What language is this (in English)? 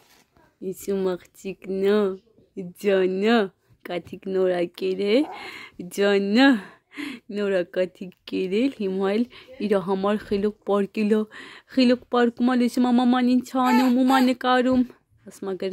Armenian